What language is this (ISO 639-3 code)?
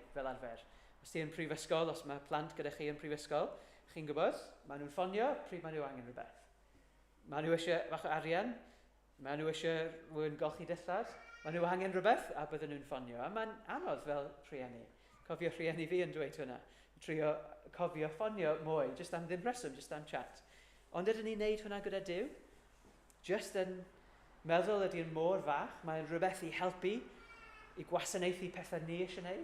cym